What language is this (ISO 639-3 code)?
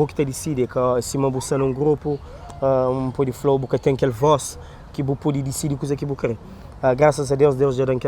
kea